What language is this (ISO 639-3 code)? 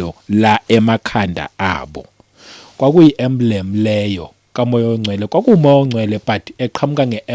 zul